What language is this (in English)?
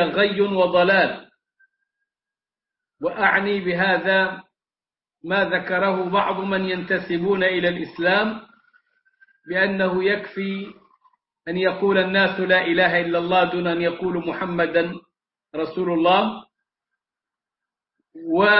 Arabic